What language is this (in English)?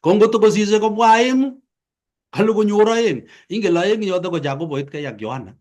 Kalenjin